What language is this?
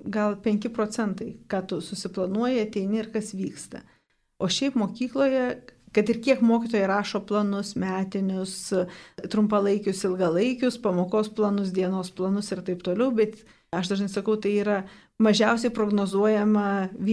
Lithuanian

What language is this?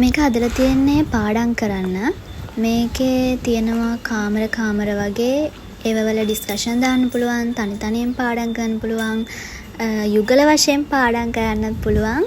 Sinhala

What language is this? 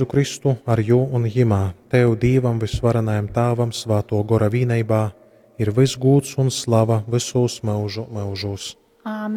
Latgalian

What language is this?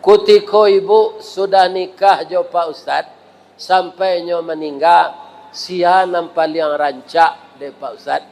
Minangkabau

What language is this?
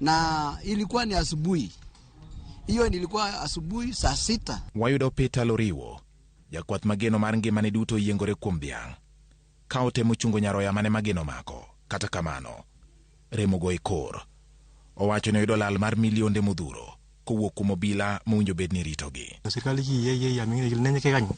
Luo (Kenya and Tanzania)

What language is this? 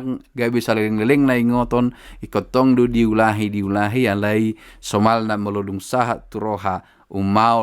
Batak Toba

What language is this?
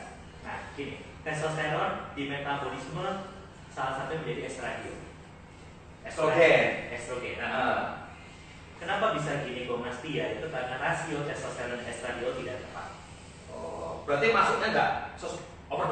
Indonesian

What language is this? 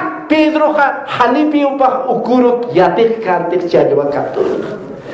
Aymara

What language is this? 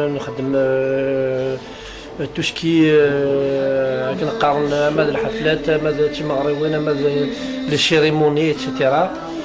Kabyle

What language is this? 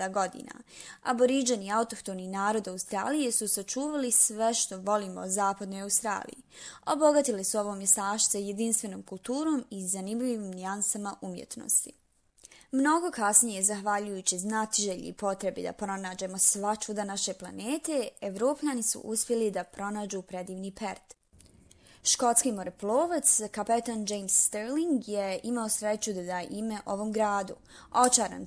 Bosnian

